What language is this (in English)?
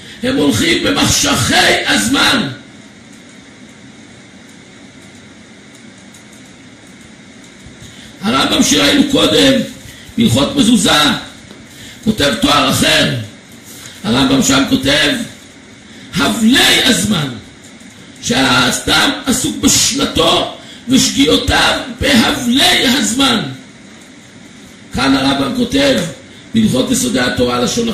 Hebrew